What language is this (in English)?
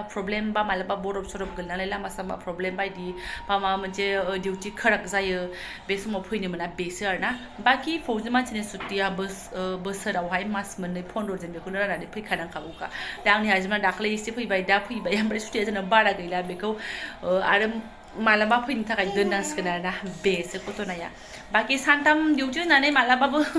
Bodo